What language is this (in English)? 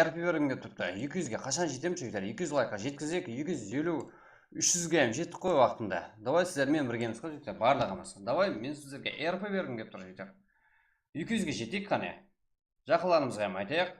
Kara-Kalpak